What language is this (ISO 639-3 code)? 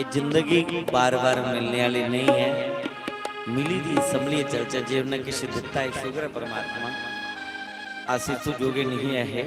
doi